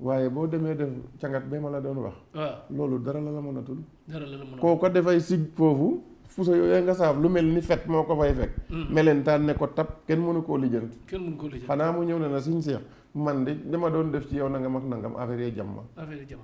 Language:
Wolof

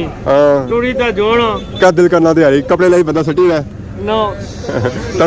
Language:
Pahari-Potwari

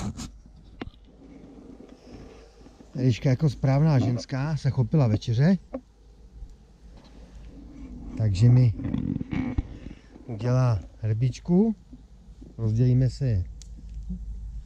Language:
Czech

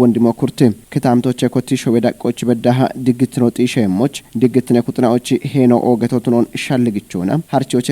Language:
Kafa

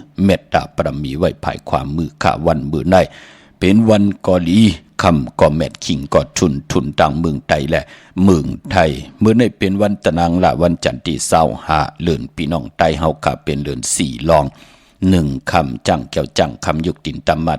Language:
Shan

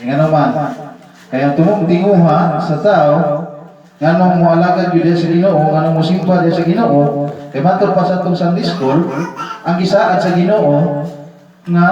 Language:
Cebuano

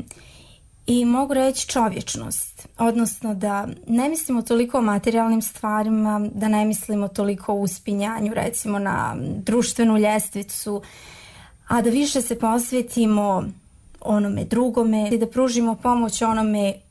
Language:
Croatian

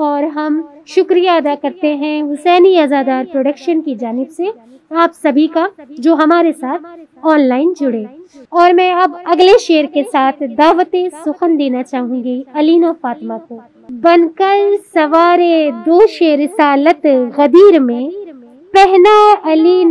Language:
Urdu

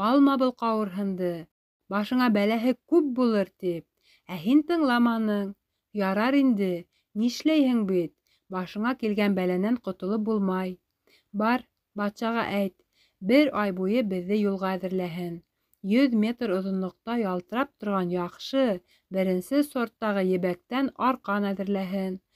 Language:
Bashkir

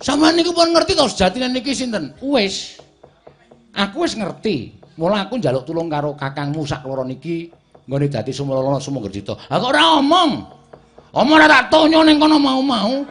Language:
Javanese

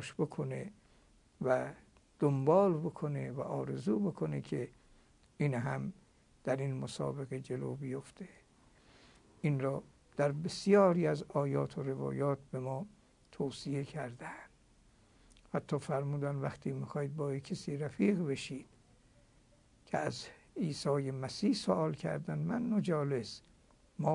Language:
Persian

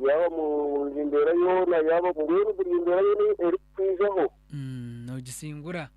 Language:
Nyankole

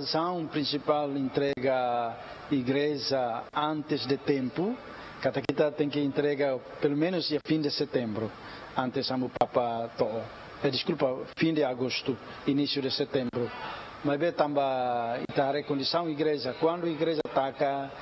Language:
Tetum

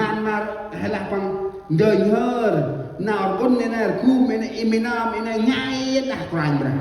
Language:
Central Mnong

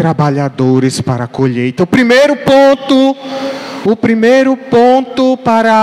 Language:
Portuguese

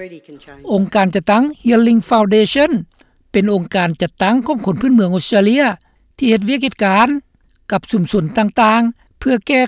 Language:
Lao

